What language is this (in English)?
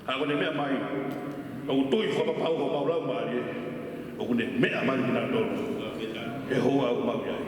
Tongan